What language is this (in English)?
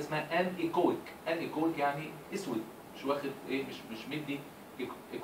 Egyptian Arabic